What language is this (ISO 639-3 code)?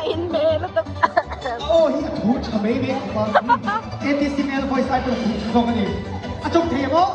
lus